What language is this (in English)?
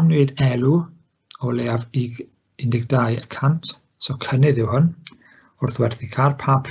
Welsh